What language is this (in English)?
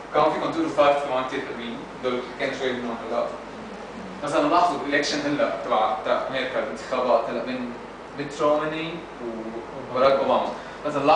North Levantine Arabic